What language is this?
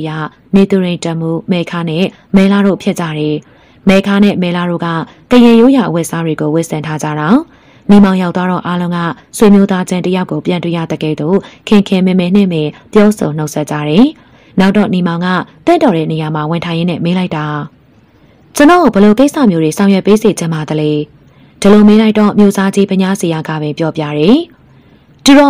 Burmese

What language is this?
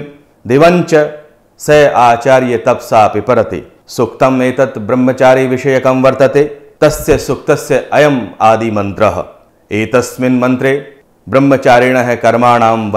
Sanskrit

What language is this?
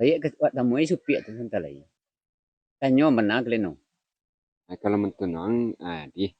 Minangkabau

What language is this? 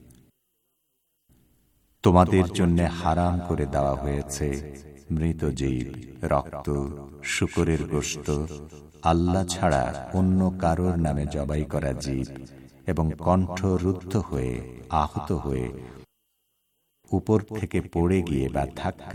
Bangla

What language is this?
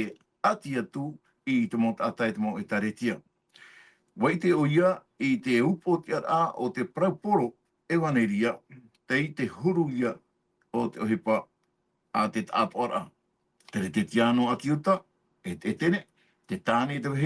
Tahitian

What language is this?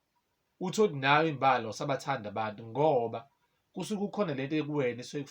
Zulu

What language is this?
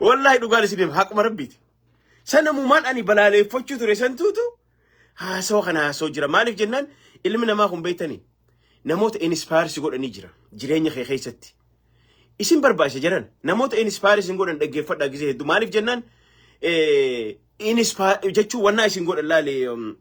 Oromo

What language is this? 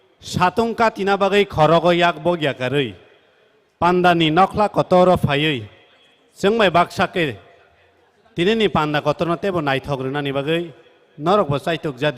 Kok Borok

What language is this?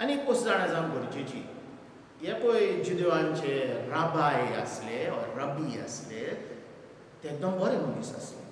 Konkani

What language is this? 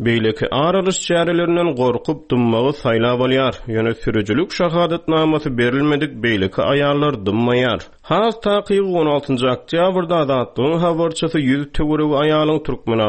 Turkmen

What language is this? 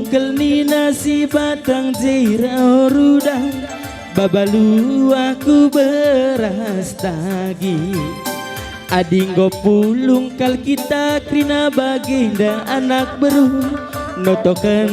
Batak Karo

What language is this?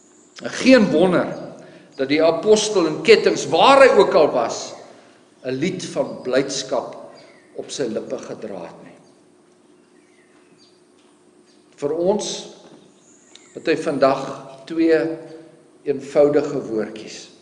Afrikaans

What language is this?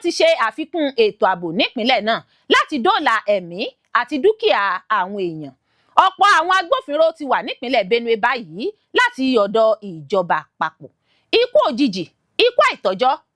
Yoruba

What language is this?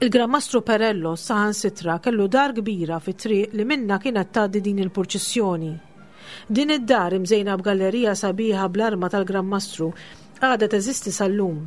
Maltese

